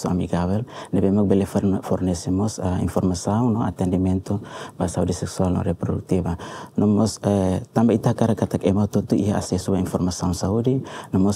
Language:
Tetum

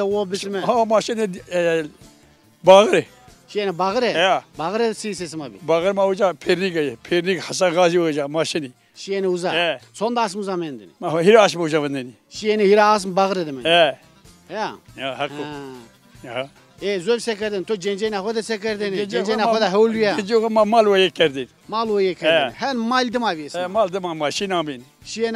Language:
Zaza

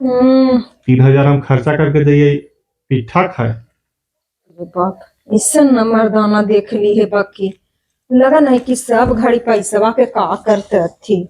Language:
Magahi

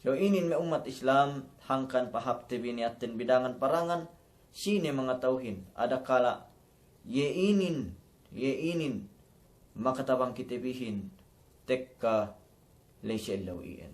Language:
Yakan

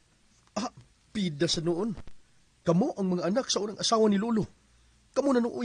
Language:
Cebuano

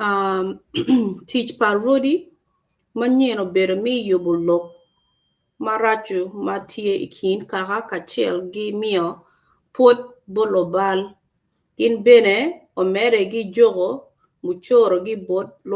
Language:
Acoli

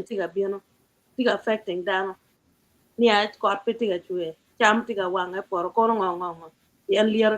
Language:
Acoli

